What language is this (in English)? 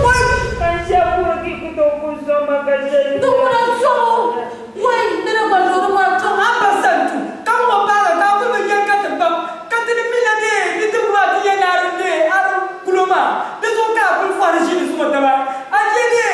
Dagbani